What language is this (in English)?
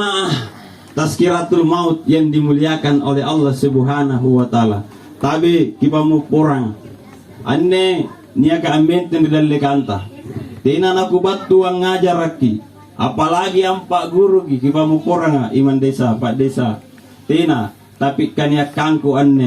Makasar